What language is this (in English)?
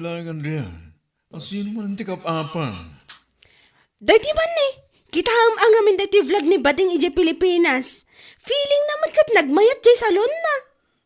Iloko